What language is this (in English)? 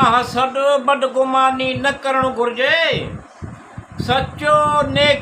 Sindhi